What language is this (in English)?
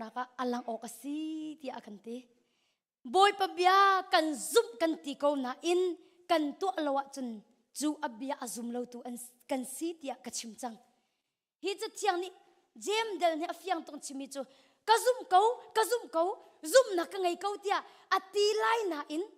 Hakha Chin